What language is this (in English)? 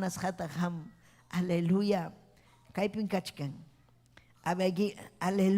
Ayacucho Quechua